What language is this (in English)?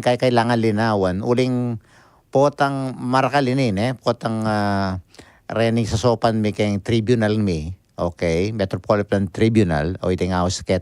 Pampanga